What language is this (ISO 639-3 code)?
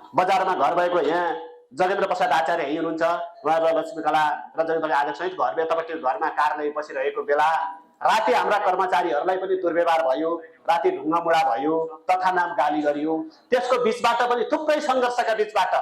nep